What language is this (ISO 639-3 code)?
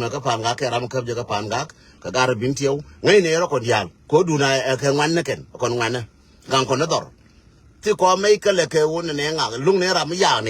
nus